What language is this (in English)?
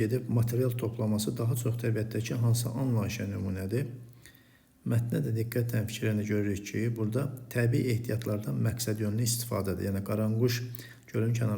Azerbaijani